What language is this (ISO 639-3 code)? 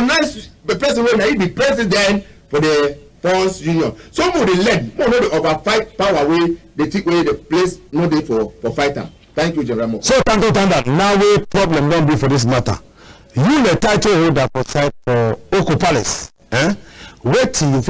wes